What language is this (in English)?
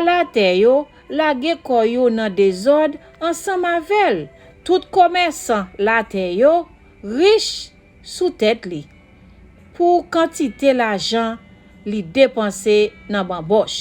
Haitian Creole